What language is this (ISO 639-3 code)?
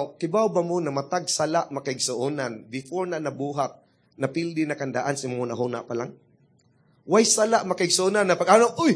ceb